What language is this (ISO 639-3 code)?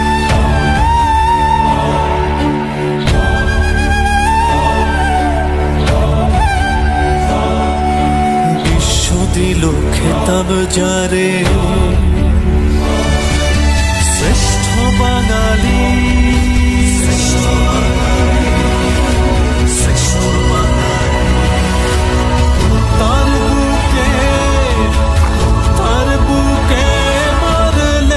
ben